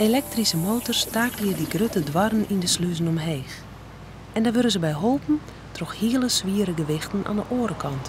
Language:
Western Frisian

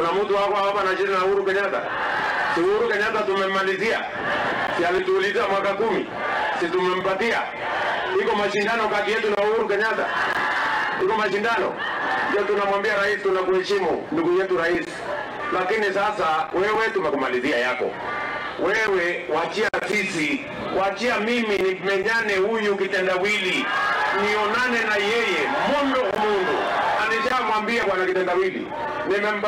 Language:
Swahili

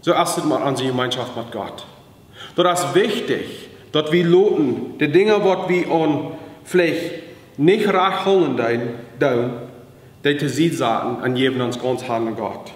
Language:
Plautdietsch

